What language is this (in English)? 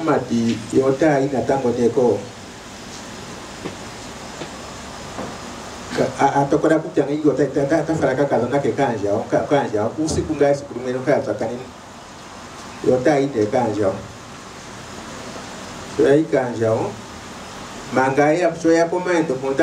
Swahili